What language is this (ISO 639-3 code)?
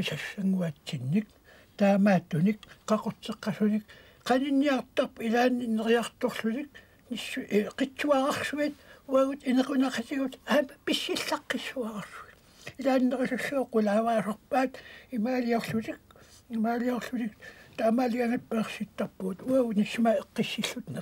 kal